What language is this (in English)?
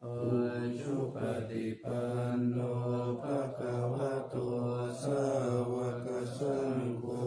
Pali